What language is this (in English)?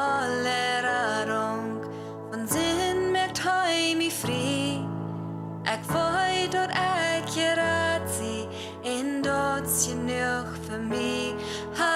Plautdietsch